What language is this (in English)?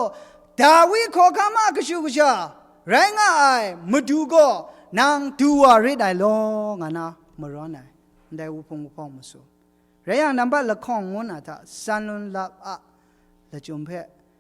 Kachin